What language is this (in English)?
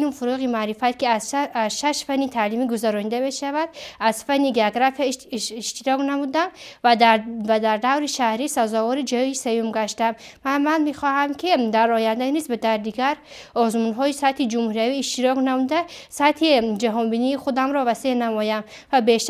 Tajik